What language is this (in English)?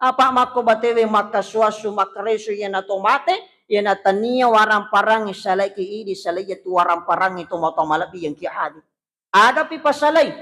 Buginese